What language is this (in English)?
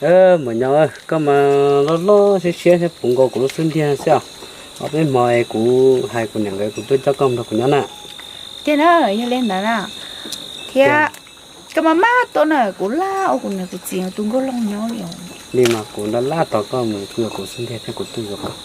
Hmong